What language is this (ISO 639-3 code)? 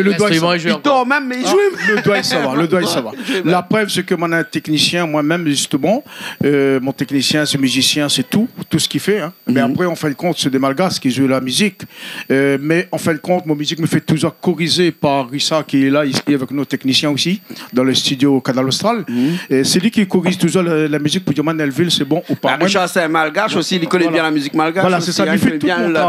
rcf